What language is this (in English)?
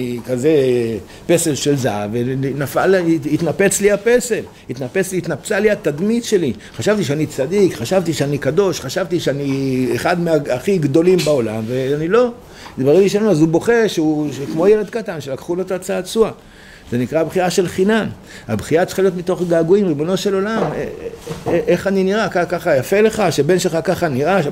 Hebrew